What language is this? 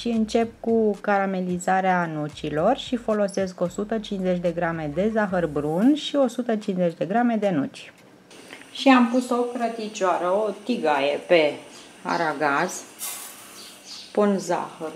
Romanian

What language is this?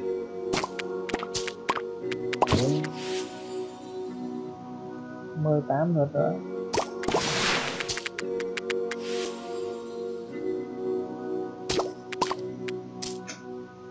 Vietnamese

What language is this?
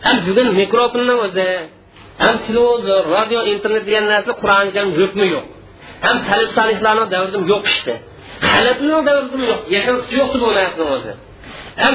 Uyghur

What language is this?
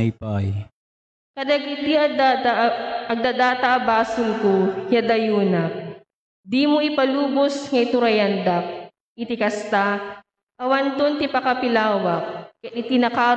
Iloko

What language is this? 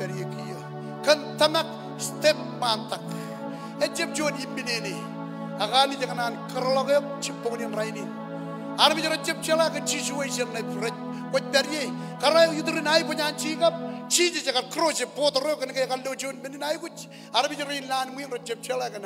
Marshallese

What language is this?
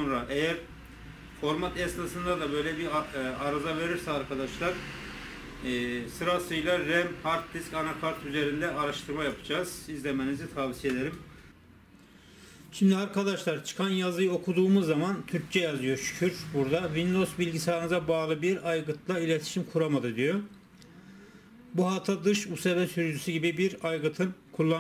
Turkish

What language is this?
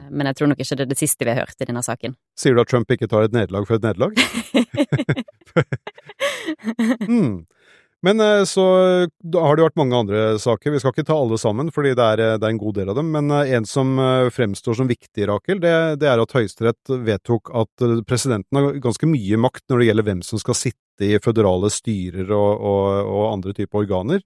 Norwegian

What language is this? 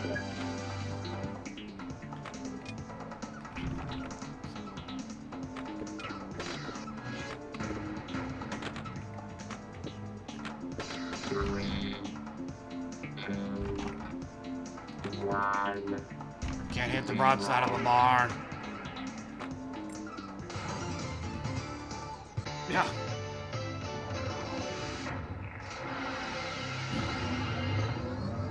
English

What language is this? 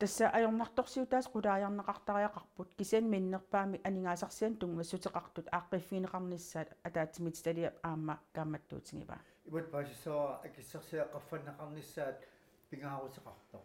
Kalaallisut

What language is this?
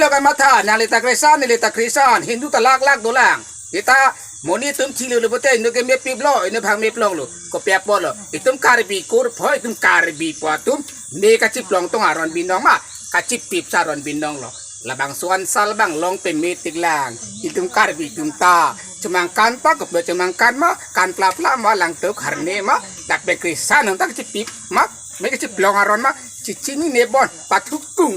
Karbi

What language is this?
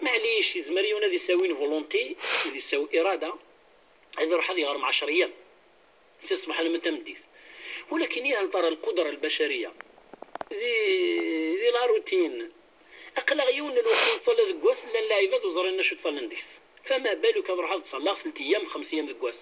Kabyle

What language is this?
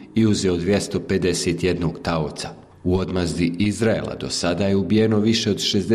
Bosnian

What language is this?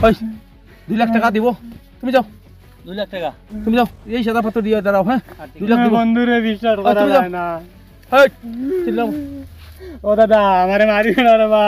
Sylheti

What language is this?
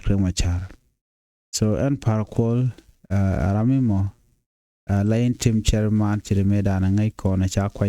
Nuer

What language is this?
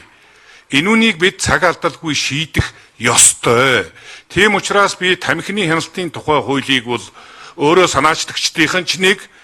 Mongolian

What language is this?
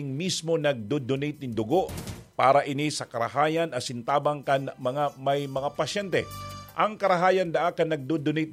Bikol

